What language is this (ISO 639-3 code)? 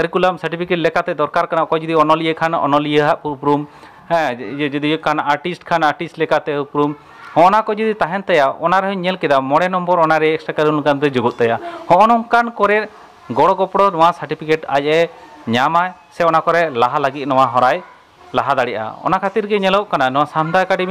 sat